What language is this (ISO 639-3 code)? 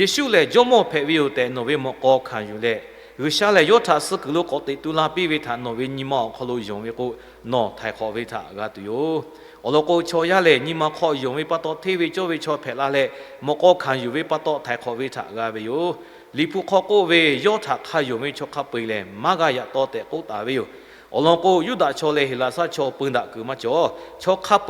lhu